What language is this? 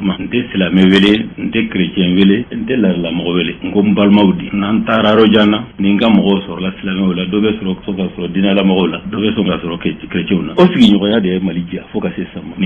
Bambara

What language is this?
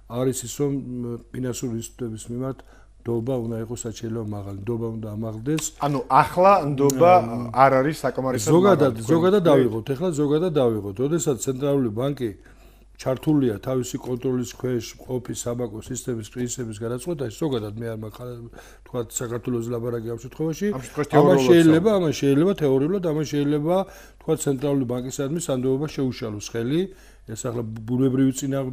Georgian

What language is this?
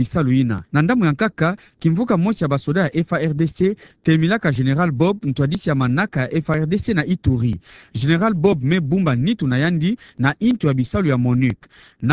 Kituba (Democratic Republic of Congo)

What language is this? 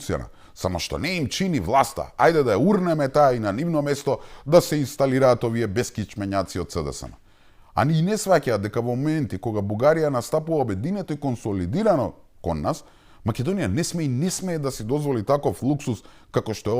Macedonian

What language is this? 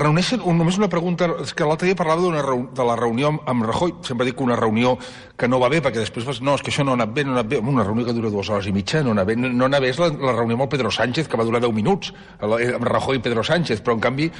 Catalan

